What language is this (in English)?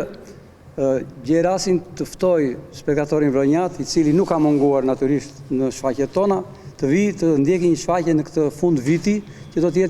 Albanian